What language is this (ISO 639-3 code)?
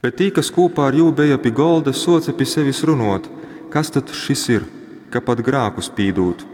ltg